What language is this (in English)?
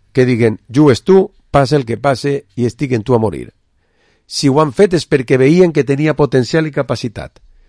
Catalan